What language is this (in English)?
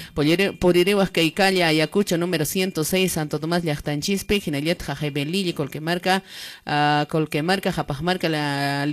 Quechua